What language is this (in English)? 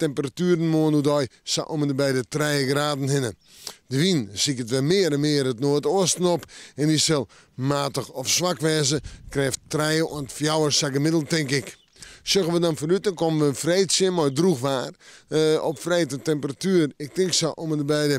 Western Frisian